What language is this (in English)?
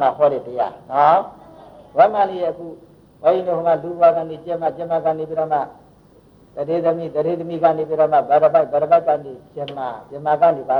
Burmese